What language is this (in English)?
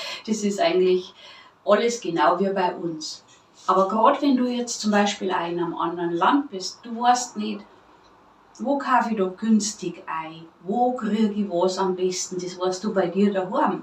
Bavarian